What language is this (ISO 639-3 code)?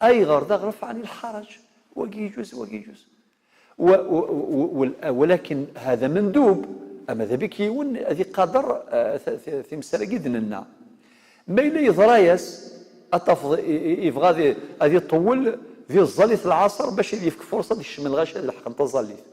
kab